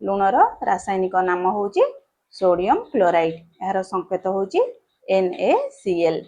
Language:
Odia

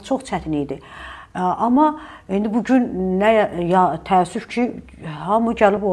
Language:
Azerbaijani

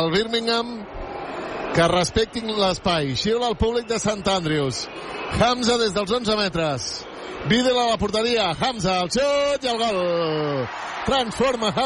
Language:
Catalan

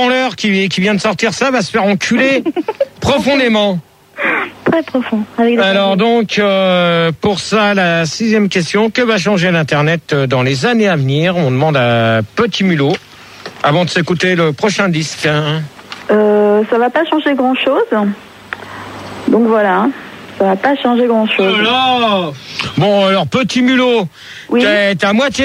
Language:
French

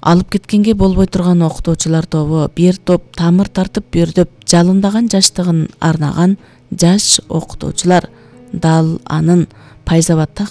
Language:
Kyrgyz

